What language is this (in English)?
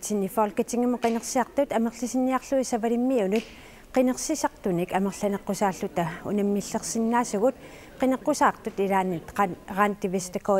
Kalaallisut